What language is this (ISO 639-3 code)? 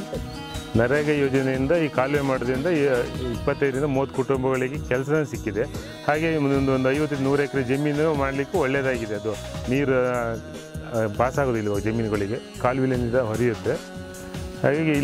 kan